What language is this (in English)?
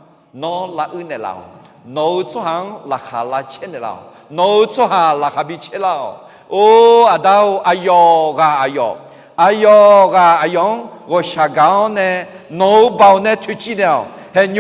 Akha